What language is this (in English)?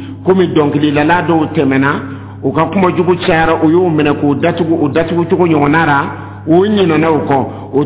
Dyula